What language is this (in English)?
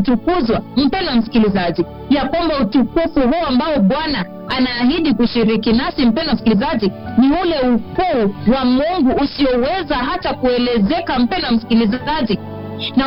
Swahili